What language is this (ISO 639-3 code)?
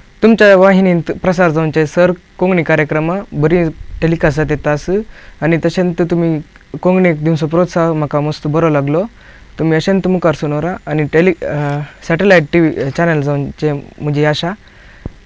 kok